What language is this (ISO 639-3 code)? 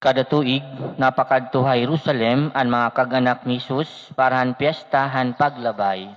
war